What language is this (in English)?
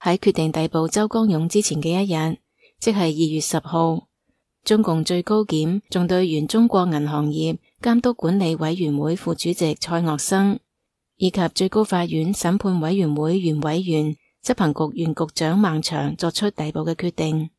Cantonese